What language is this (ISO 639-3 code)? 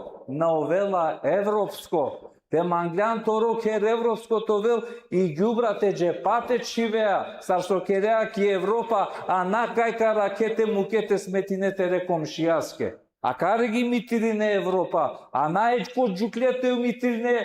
rmn